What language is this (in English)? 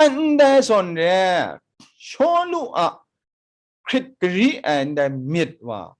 Kachin